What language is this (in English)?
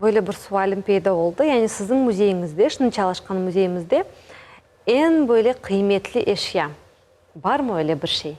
Crimean Tatar